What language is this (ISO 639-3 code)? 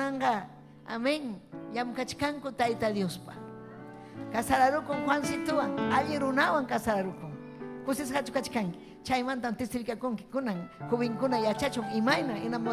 quy